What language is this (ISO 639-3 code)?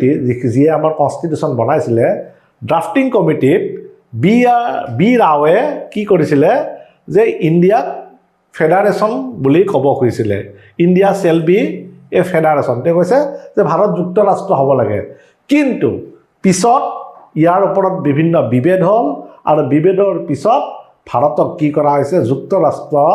asm